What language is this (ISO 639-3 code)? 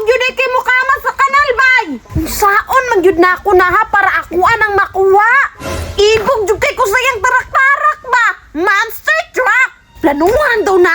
ceb